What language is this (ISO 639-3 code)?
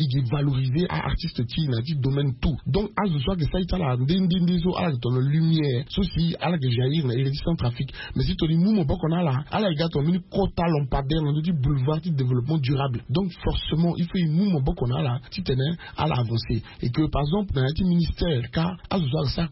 sag